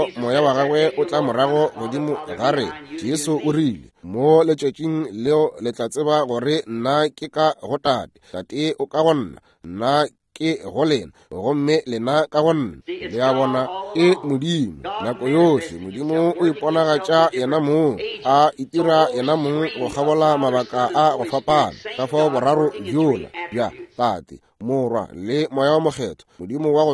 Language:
Northern Sotho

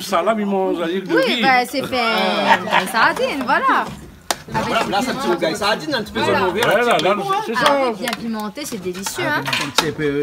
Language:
Réunion Creole French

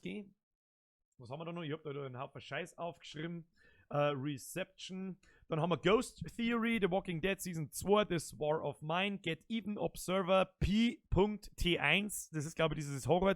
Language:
Bavarian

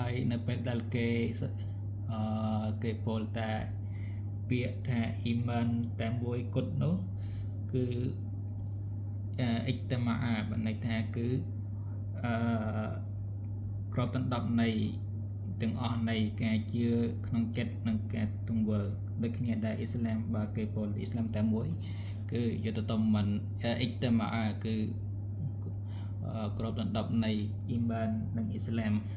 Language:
Khmer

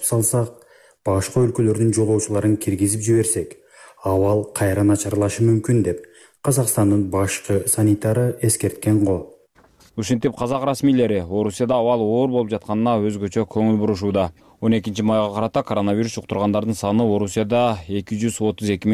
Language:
Kyrgyz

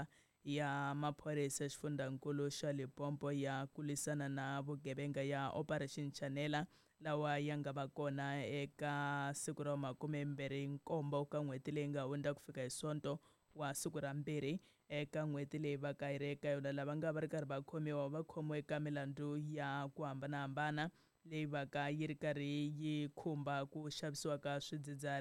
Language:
Tsonga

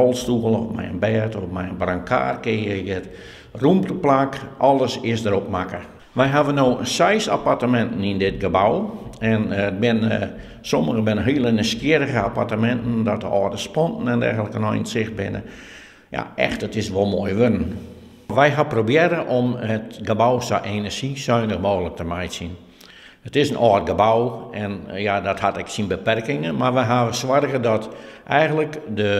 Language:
Western Frisian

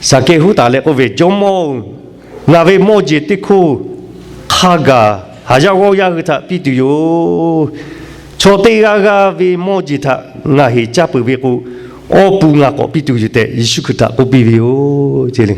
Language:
Lahu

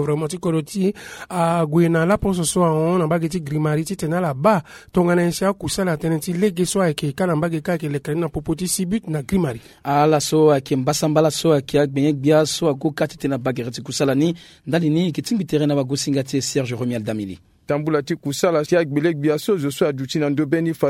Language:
Sango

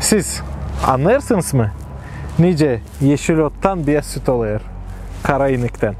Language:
Gagauz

